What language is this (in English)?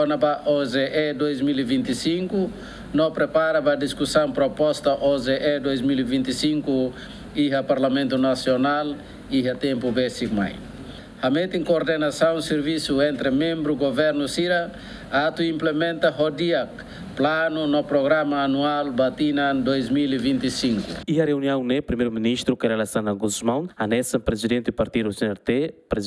Tetum